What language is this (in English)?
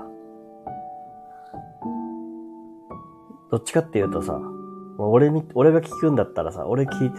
Japanese